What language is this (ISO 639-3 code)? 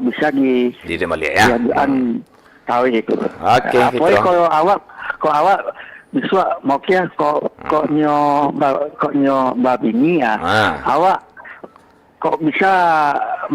min